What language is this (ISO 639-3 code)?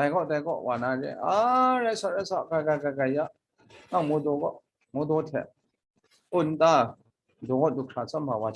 kac